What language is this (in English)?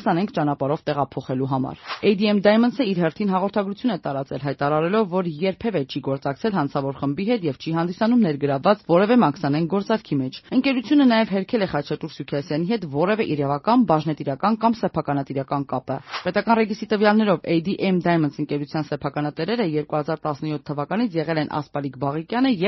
Armenian